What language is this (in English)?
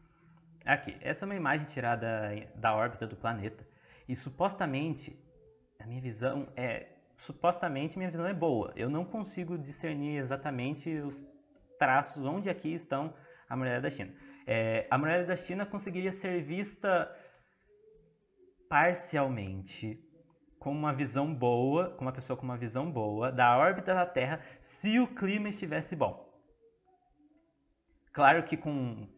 Portuguese